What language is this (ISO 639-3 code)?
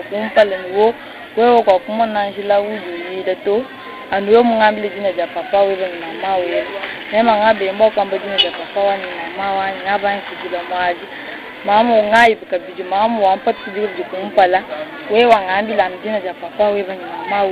lua